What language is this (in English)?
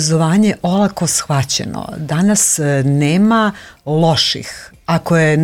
Serbian